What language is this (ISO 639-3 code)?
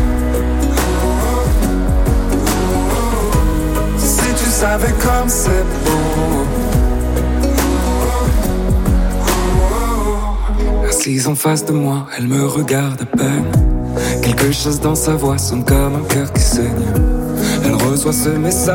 fra